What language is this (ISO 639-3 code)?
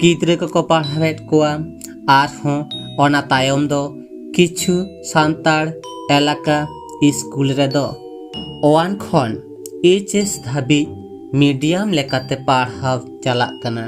sat